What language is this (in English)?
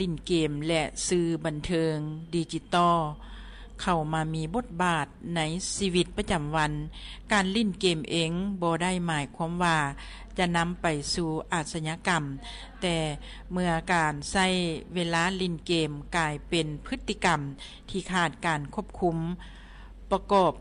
Lao